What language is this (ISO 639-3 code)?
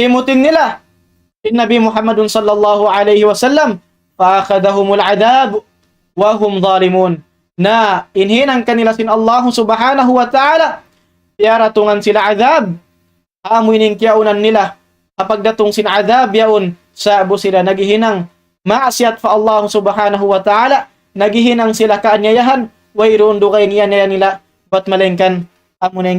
tsg